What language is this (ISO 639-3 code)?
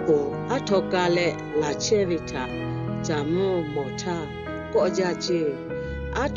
lhu